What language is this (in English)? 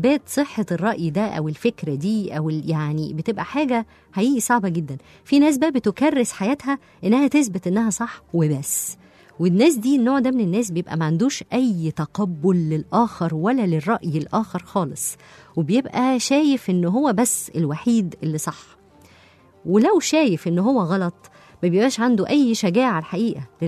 Egyptian Arabic